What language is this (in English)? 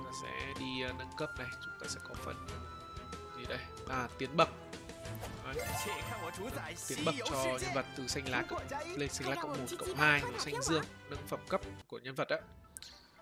Vietnamese